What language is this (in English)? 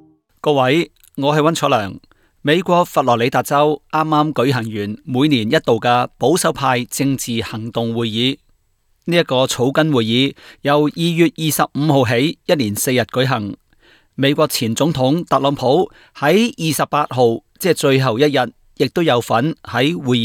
Cantonese